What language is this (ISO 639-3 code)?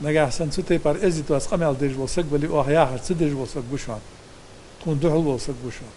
inh